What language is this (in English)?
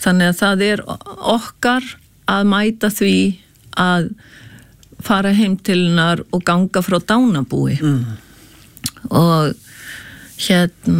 Icelandic